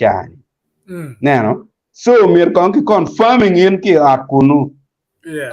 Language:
Acoli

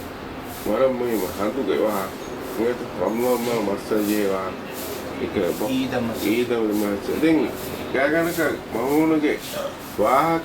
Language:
Divehi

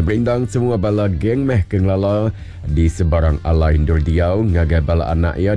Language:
Iban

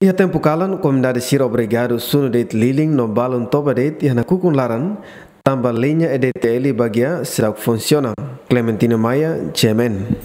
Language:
Tetum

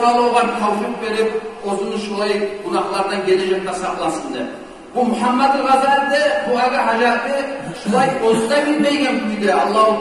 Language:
Kumyk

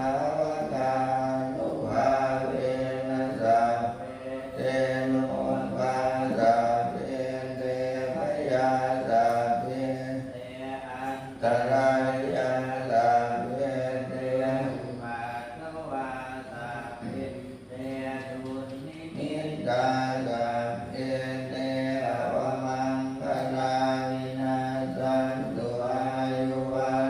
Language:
Pali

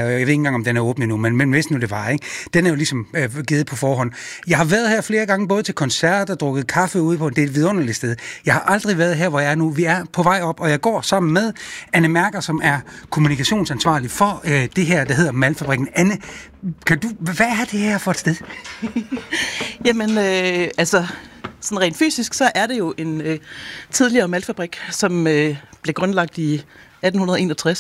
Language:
Danish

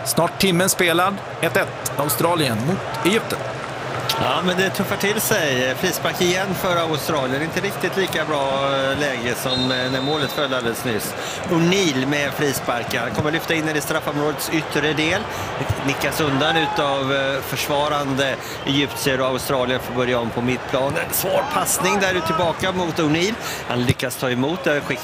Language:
Swedish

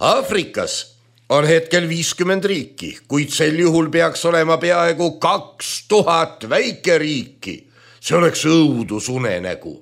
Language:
Estonian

